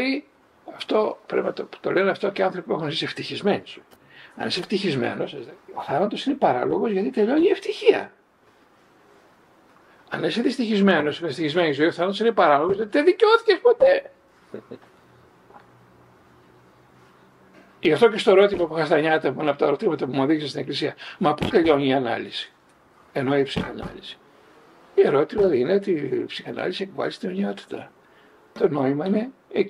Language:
Greek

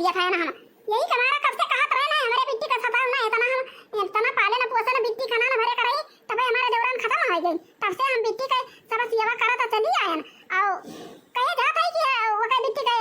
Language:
Awadhi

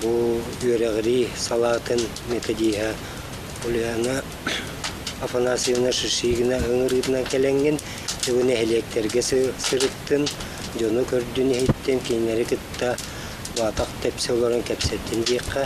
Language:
Yakut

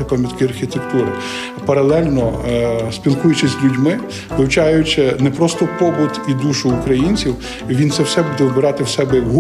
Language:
Ukrainian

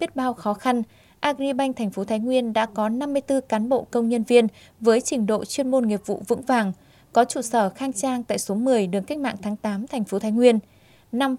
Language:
Vietnamese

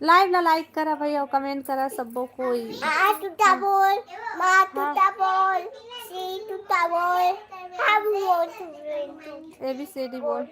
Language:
Chhattisgarhi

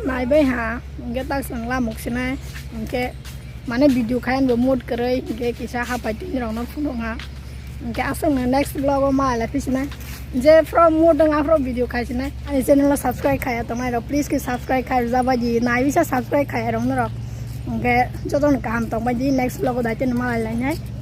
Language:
Kok Borok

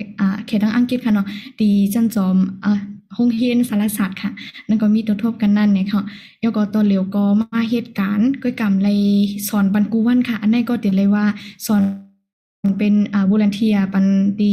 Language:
Shan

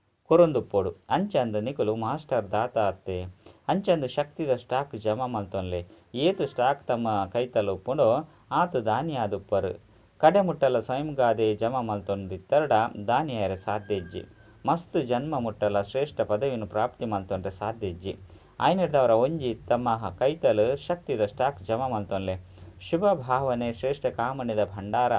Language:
Tulu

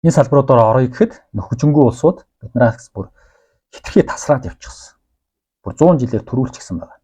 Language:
Mongolian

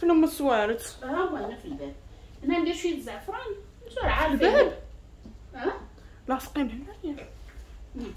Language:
Moroccan Arabic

